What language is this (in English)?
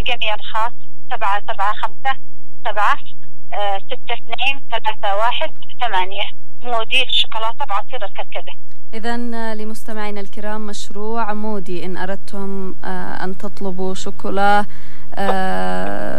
Arabic